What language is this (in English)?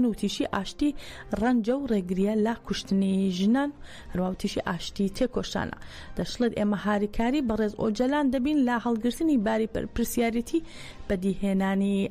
Central Kurdish